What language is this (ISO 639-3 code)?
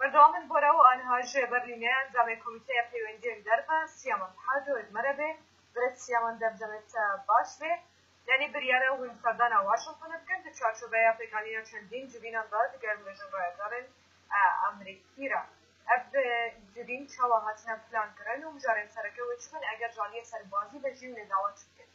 kur